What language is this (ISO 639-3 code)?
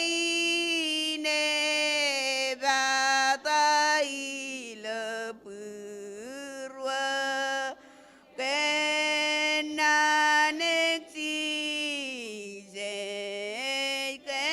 mah